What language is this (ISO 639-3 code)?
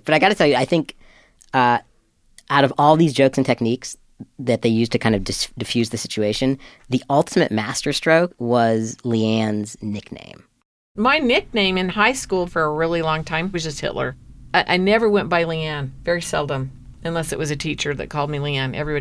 eng